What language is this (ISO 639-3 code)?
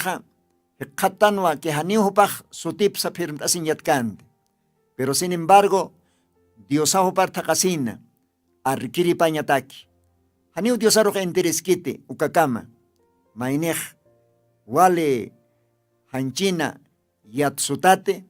aym